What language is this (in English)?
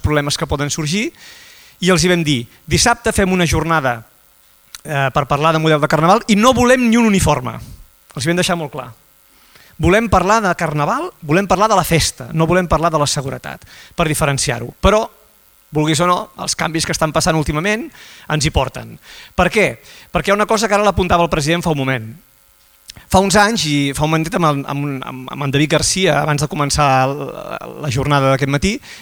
Catalan